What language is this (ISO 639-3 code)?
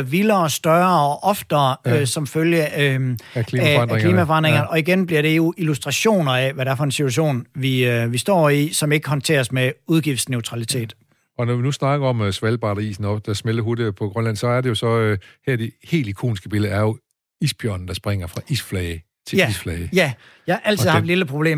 dan